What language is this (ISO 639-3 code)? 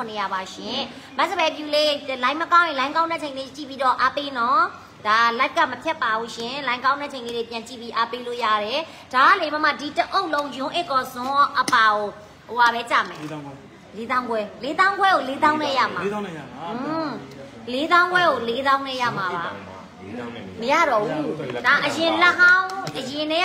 mya